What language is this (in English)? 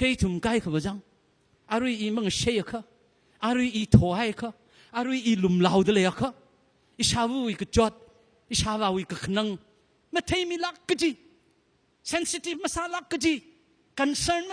Tangkhul Naga (India)